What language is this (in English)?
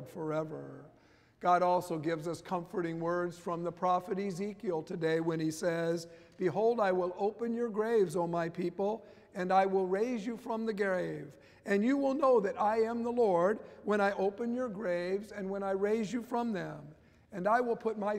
English